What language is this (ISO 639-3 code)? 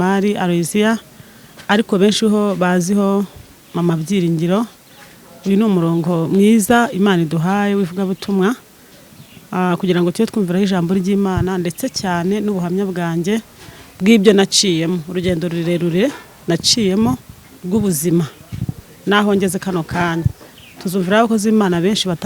kin